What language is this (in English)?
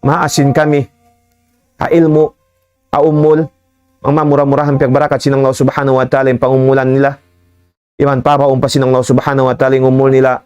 Tausug